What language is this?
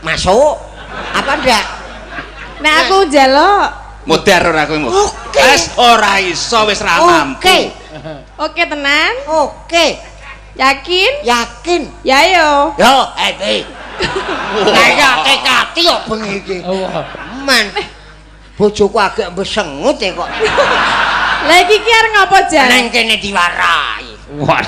Javanese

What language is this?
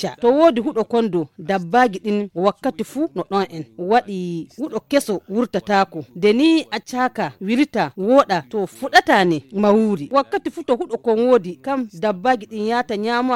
Fula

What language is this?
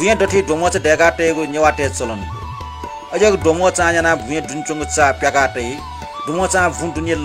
Newari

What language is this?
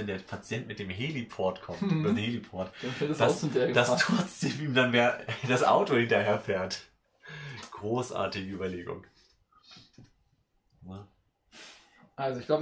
German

